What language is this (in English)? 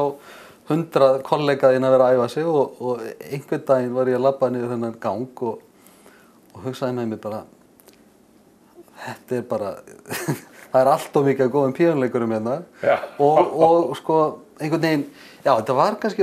Icelandic